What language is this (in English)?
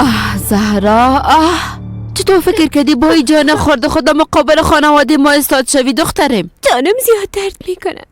Persian